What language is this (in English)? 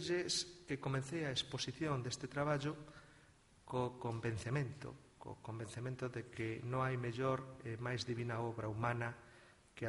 Galician